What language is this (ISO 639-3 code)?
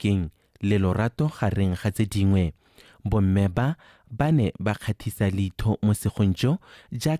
tsn